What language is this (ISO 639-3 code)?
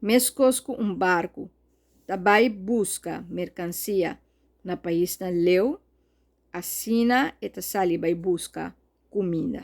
pap